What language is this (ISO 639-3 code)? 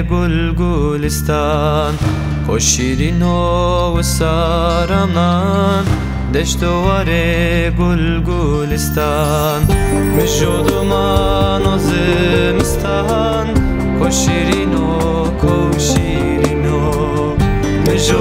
zza